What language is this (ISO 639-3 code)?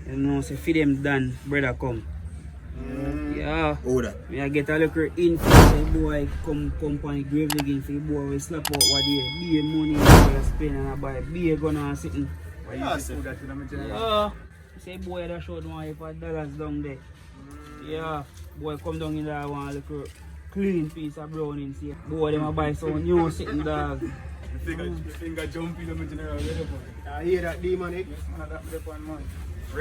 jam